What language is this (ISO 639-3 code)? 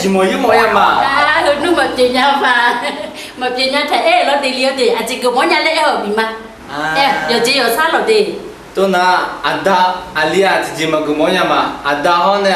ahk